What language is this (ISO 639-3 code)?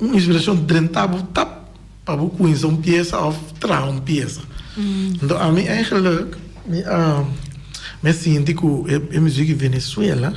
pap